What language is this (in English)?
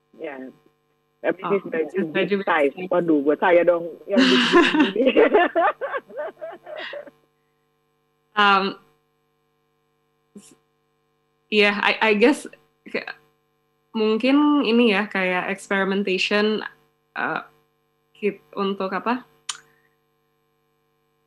Indonesian